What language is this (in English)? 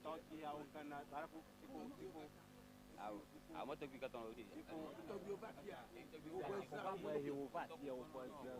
Ewe